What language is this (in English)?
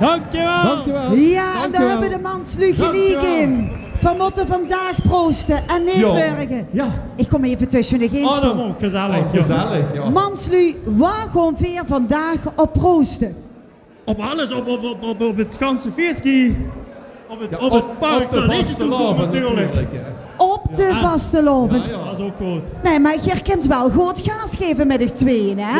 Limburgish